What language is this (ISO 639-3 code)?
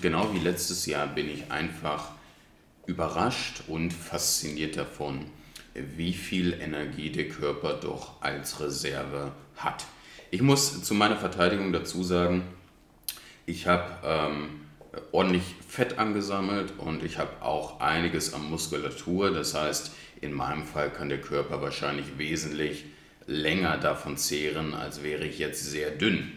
deu